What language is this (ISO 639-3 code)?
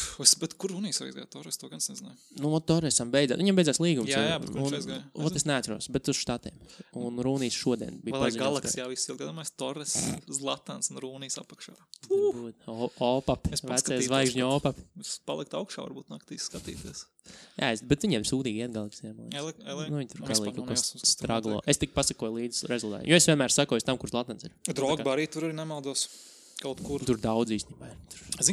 lav